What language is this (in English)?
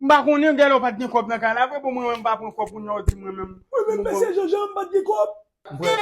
Haitian Creole